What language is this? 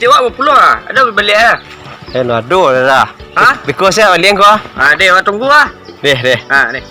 Minangkabau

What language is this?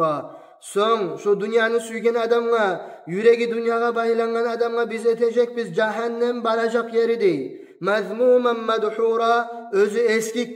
Kumyk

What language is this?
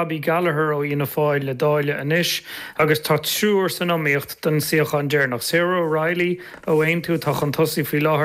Irish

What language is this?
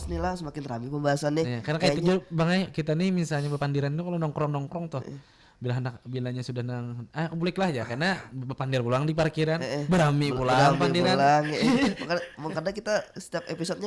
Banjar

